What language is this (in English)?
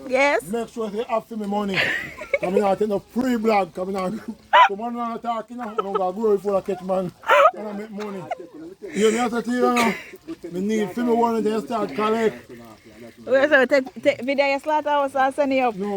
Jamaican Creole English